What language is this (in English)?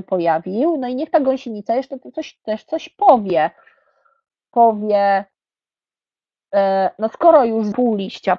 Polish